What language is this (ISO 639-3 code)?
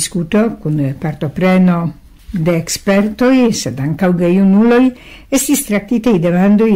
epo